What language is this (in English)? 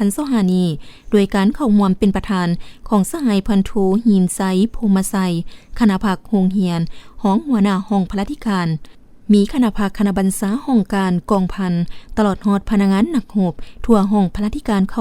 Lao